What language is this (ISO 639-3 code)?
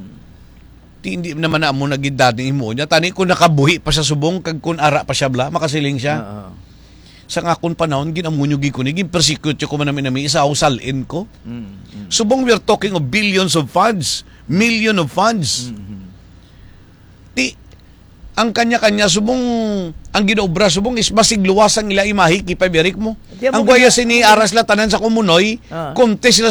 hil